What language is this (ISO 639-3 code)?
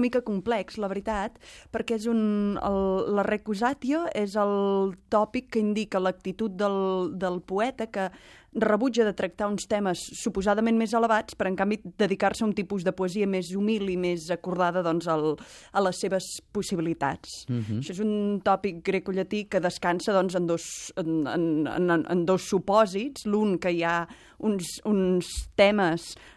cat